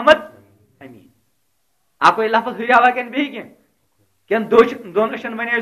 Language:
Kashmiri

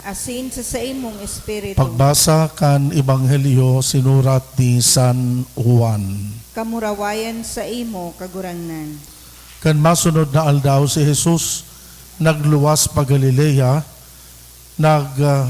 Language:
Bikol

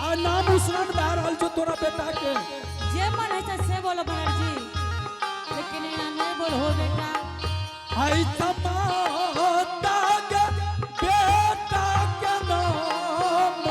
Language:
Angika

